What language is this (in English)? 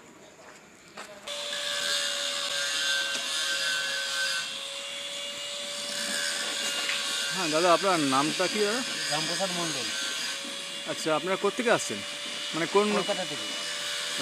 Bangla